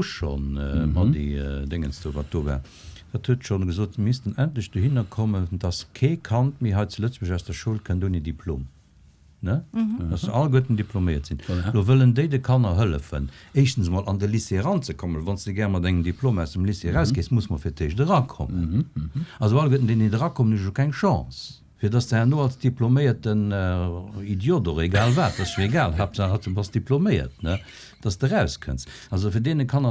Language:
Luxembourgish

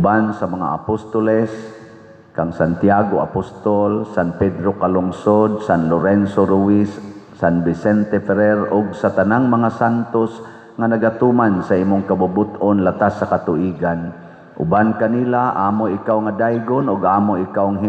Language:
Cebuano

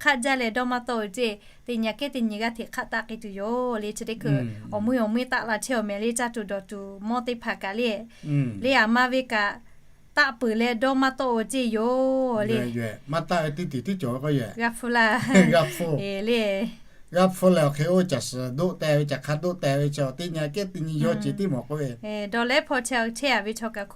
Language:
Lahu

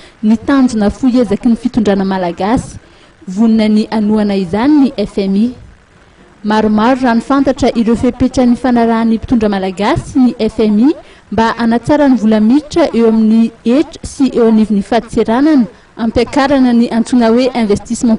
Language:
Malagasy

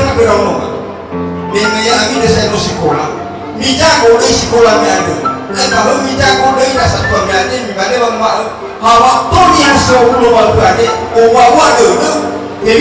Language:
Nias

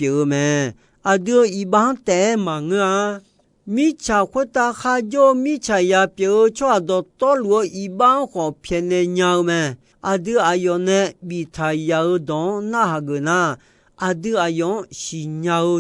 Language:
Akha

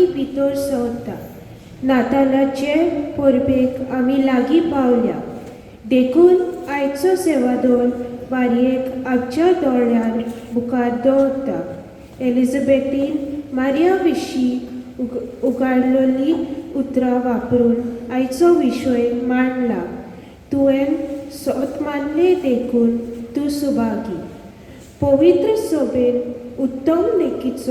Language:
Konkani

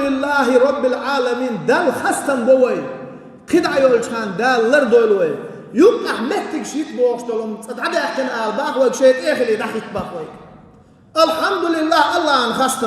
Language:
Chechen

